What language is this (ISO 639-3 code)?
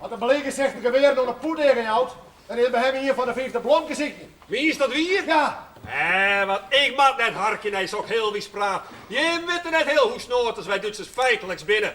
fry